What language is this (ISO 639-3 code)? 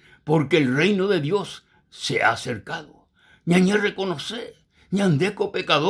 grn